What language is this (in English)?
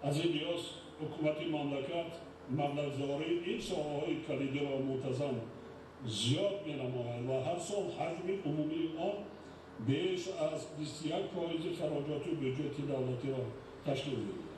Tajik